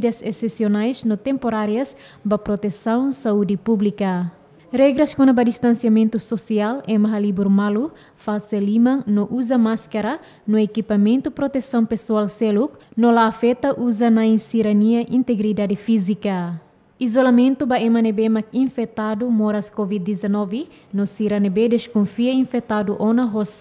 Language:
Tetum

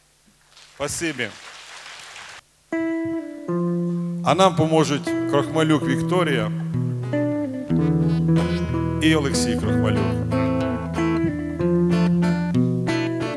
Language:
Ukrainian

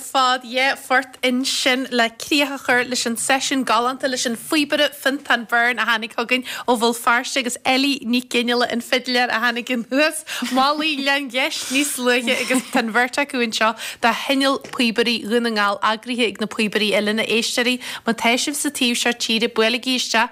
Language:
Irish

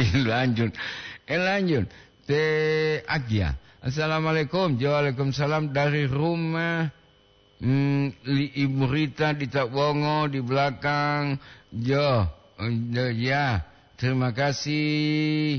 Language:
Gorontalo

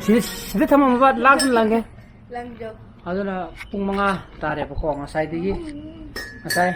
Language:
Manipuri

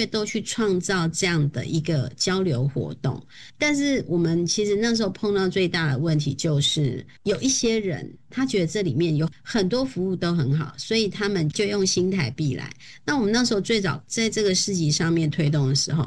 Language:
Chinese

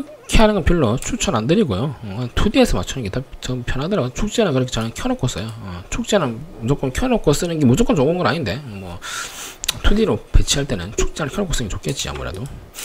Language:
Korean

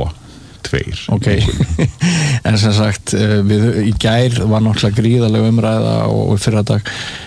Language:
Icelandic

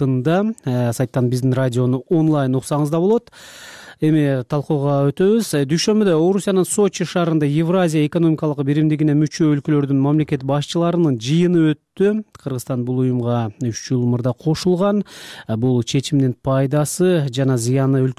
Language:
Kyrgyz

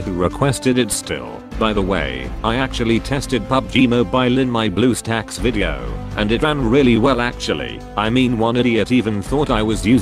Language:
English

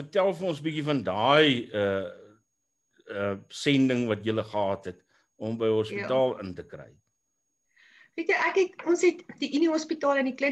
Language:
Afrikaans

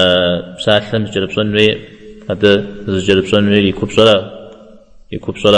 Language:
Kabardian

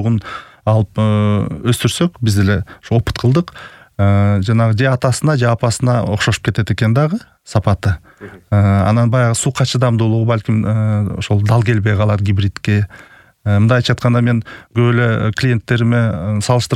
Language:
Kyrgyz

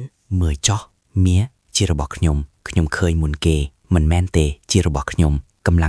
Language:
Khmer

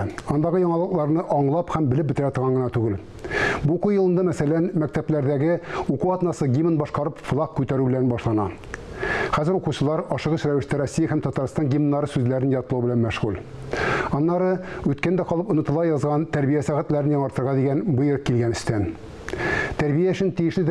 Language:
Tatar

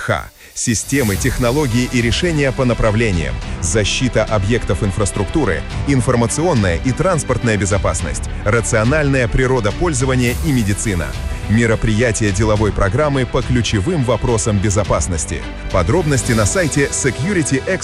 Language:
Russian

